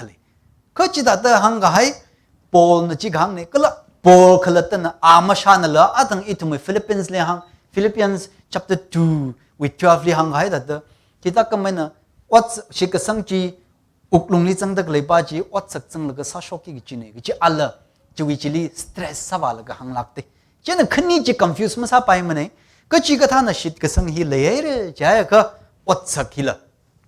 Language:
Tangkhul Naga (India)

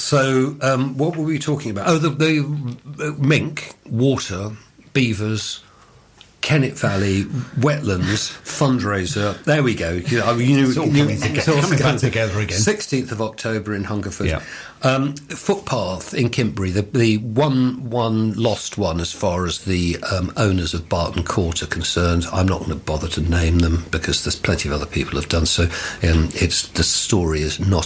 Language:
English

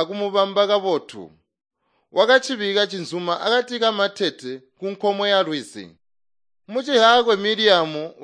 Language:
Tonga (Zambia)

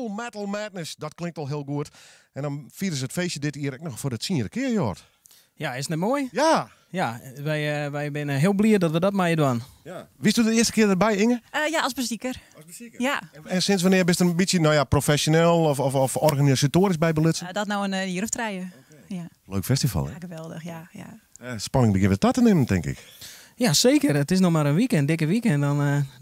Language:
Western Frisian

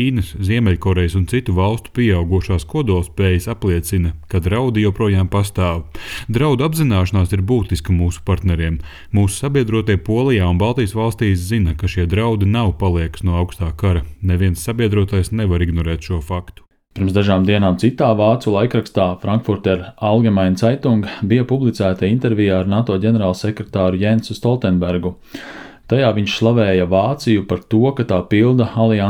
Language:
Latvian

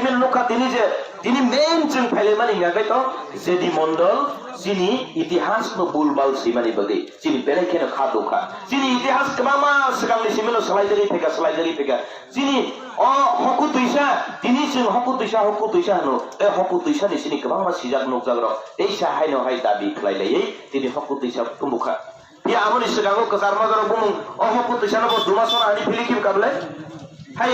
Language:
Kok Borok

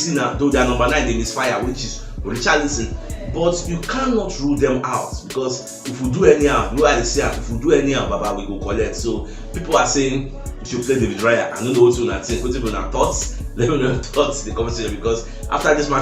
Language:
Nigerian Pidgin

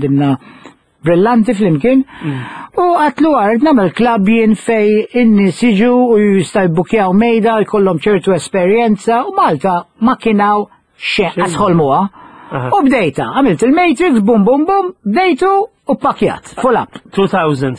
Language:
Maltese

